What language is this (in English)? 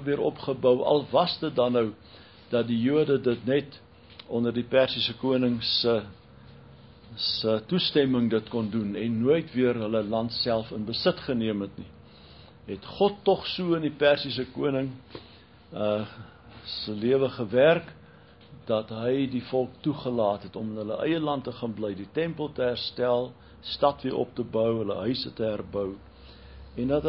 Afrikaans